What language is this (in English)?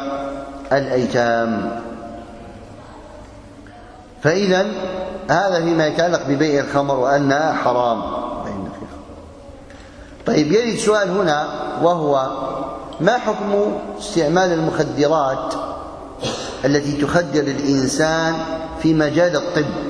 Arabic